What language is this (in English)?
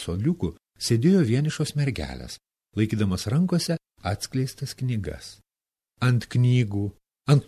Lithuanian